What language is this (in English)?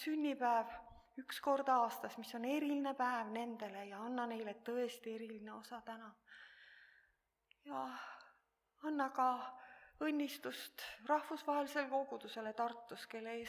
Estonian